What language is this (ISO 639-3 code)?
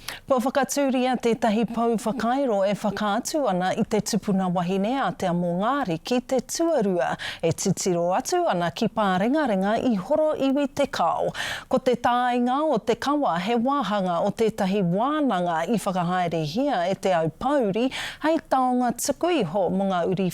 mri